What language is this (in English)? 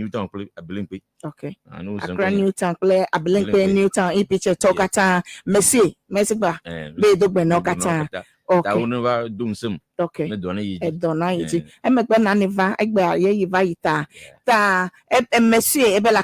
Ewe